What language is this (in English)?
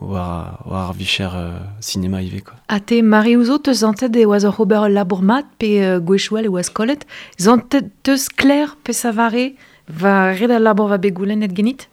Breton